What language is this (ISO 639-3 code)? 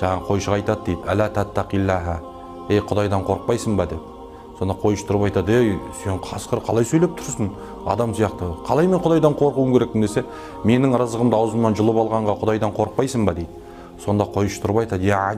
kaz